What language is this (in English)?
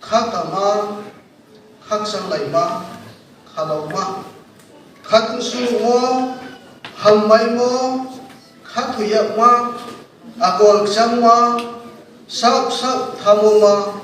Riang (India)